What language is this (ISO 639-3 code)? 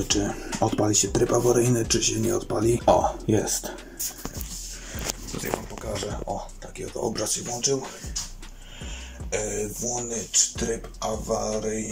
pol